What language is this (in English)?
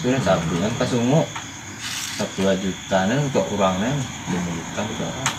Minangkabau